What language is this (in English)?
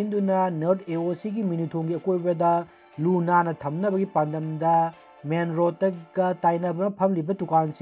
Manipuri